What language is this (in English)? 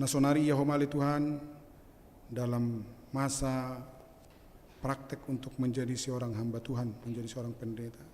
Batak Simalungun